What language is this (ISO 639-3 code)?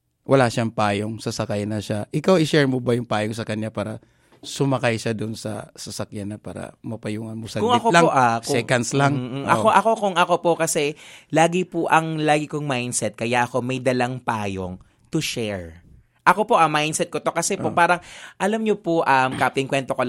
fil